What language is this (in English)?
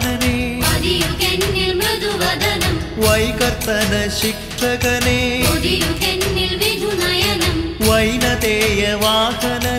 Malayalam